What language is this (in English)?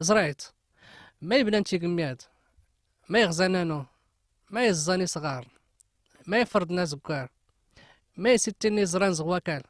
Kabyle